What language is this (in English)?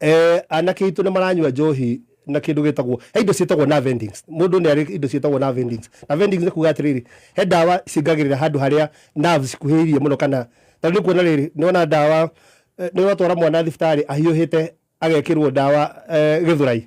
Kikuyu